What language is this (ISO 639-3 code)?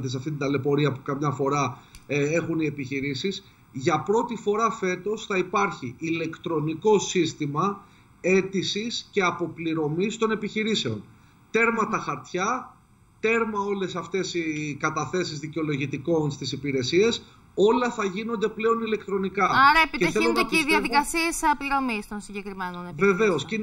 ell